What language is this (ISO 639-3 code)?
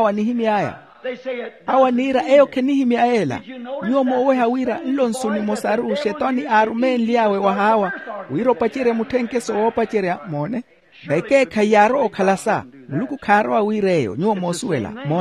vmw